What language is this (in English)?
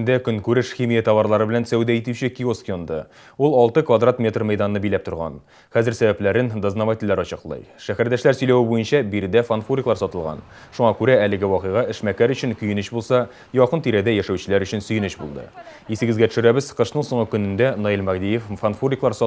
Tatar